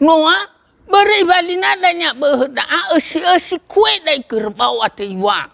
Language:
Nias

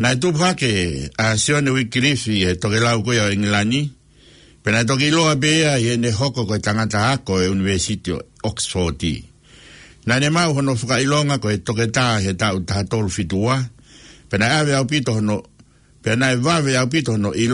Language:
Tongan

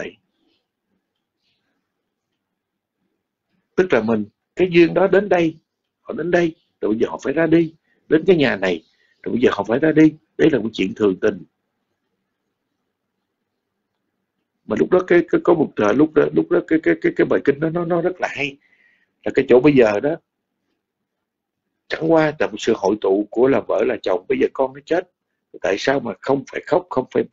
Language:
Vietnamese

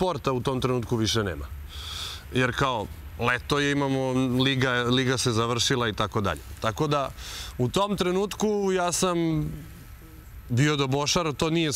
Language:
Serbian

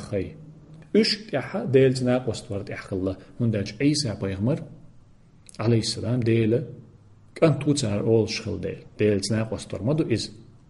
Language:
Chechen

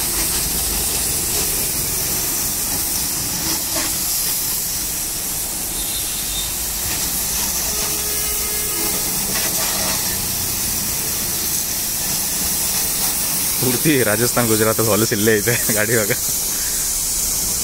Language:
Kannada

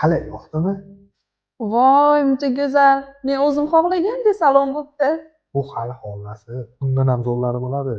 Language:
Uzbek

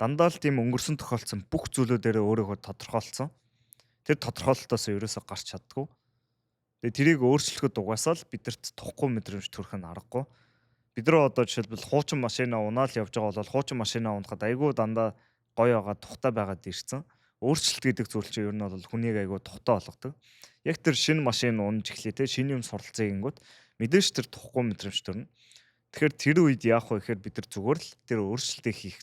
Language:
Mongolian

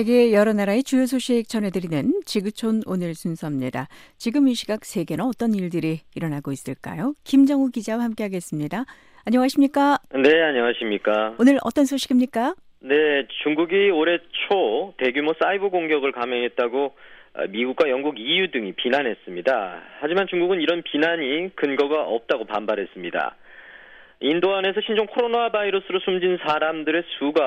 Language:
Korean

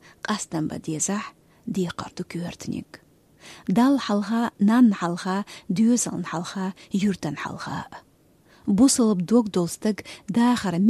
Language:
Chechen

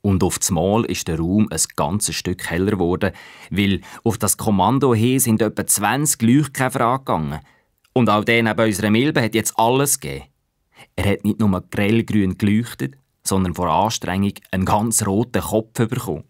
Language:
Swiss German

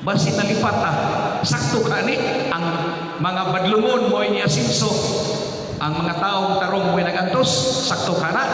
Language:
Cebuano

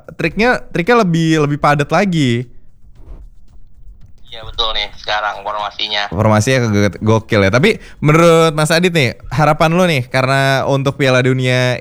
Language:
Indonesian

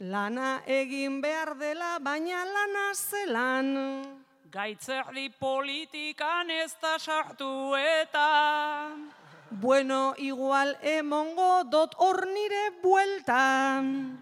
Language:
Basque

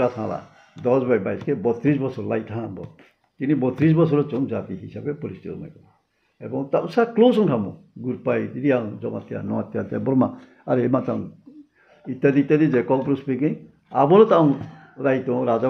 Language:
Riang (India)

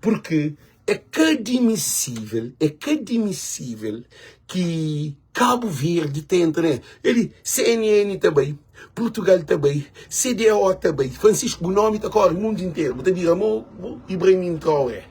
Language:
Kabuverdianu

